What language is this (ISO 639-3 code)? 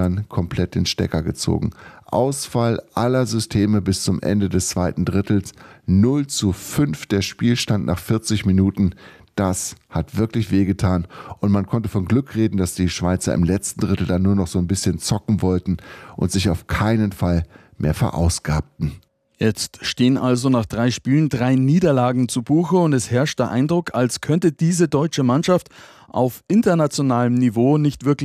deu